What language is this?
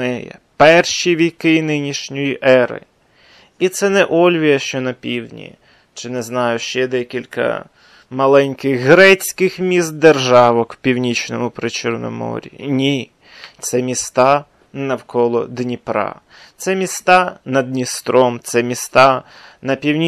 Ukrainian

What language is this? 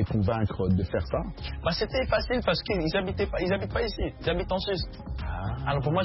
French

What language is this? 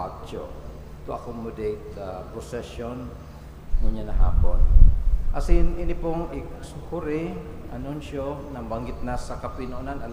Bikol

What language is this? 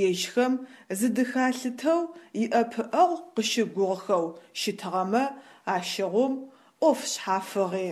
Adyghe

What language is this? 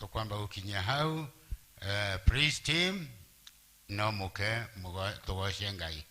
Kikuyu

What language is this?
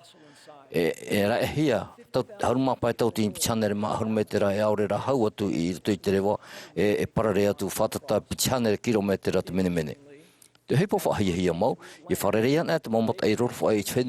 Tahitian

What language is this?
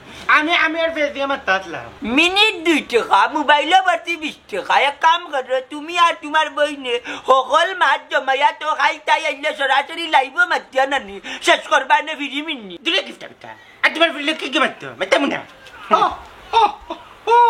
Sylheti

